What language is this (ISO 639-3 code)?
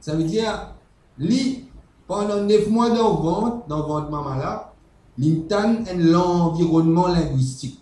mfe